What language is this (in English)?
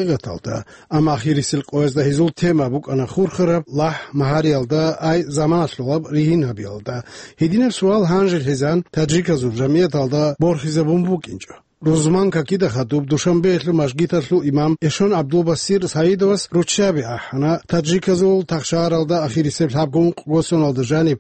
Avaric